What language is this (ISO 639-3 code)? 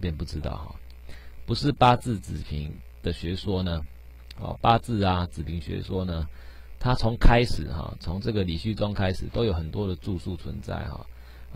zho